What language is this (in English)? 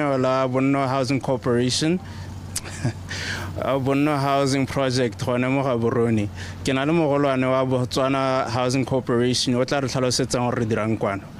Tswana